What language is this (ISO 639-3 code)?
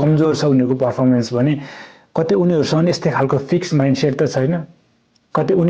nep